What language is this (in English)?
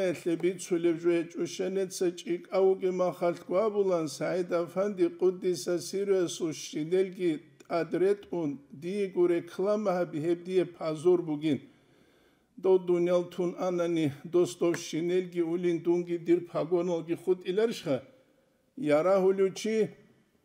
Avaric